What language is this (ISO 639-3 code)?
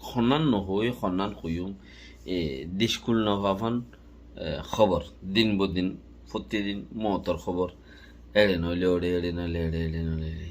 rhg